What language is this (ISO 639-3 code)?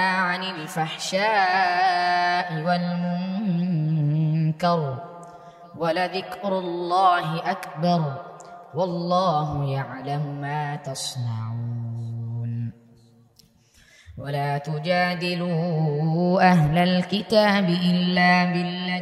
ara